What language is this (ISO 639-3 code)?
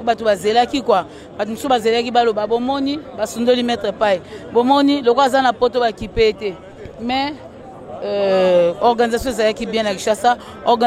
lin